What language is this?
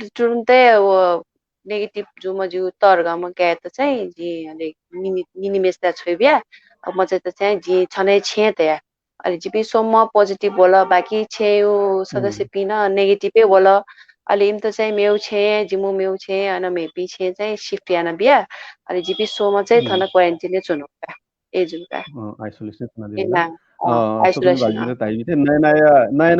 Newari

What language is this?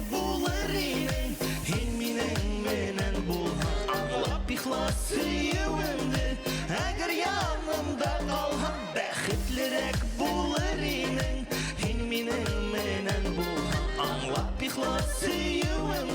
Bashkir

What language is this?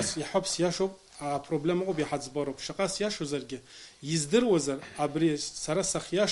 Abkhazian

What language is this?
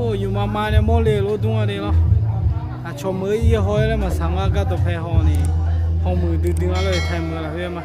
Akha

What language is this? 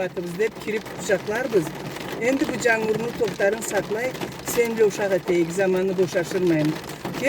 Karachay-Balkar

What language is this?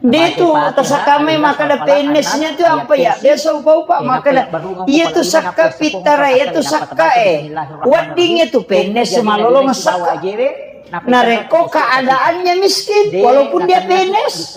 Buginese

